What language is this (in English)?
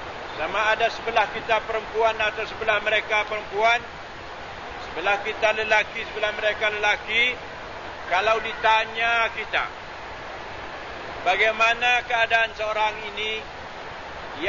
Malay